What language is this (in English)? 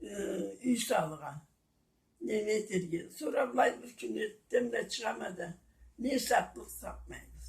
Karachay-Balkar